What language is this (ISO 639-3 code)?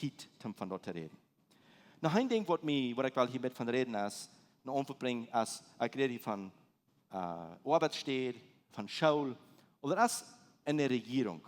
pdt